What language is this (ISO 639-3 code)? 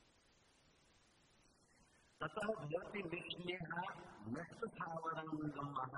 guj